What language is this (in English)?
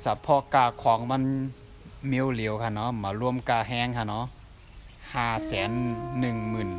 Shan